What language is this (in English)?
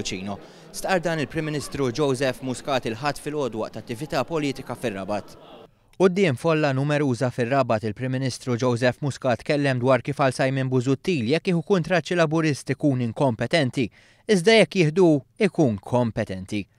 Maltese